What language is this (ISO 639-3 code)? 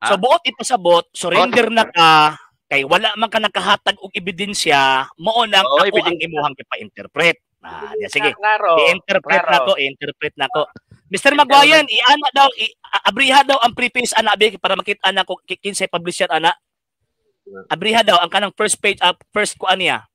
ceb